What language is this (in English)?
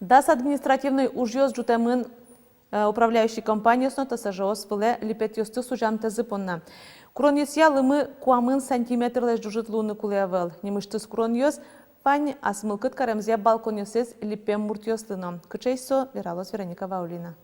Udmurt